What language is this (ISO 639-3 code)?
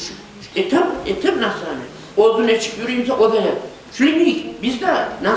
kum